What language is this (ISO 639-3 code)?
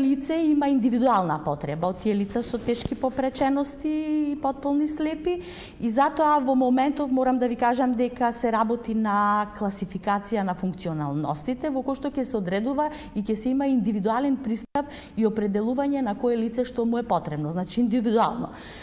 mkd